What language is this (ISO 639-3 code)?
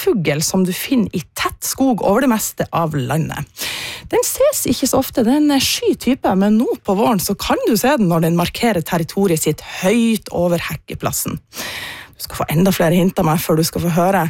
nor